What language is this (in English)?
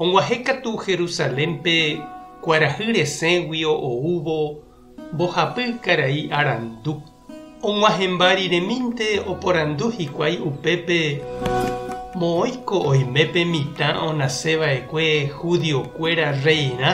Guarani